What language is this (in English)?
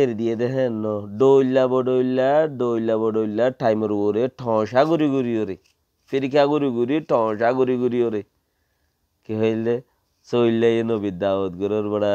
Rohingya